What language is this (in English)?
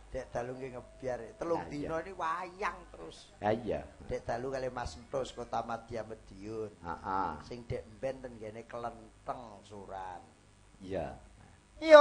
Javanese